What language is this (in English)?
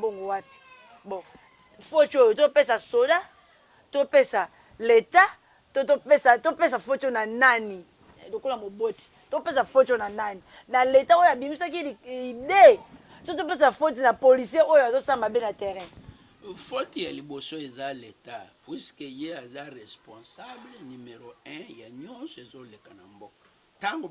Lingala